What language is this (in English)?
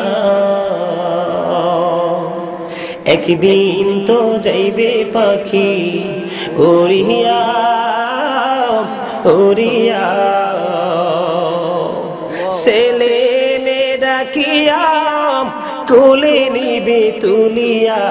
Bangla